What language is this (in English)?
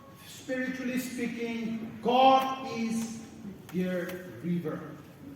Naga Pidgin